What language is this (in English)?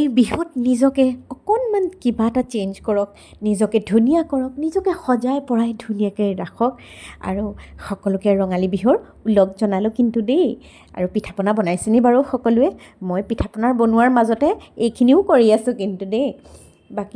Assamese